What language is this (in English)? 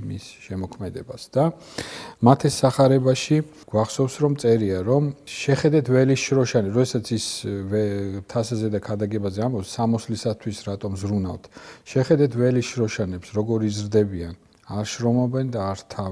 Georgian